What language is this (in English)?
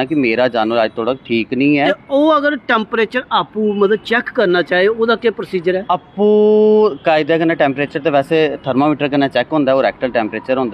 Dogri